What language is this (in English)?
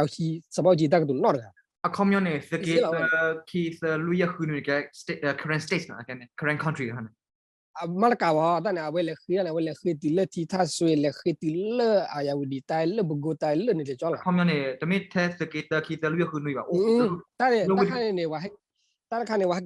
S'gaw Karen